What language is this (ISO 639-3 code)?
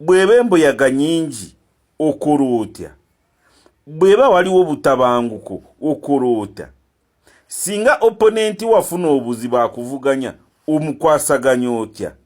lug